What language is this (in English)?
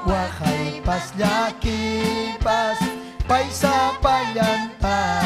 Ayacucho Quechua